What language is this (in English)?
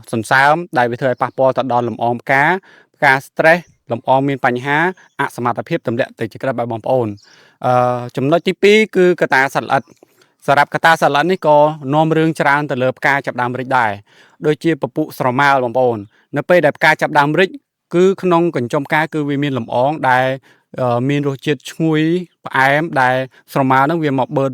Khmer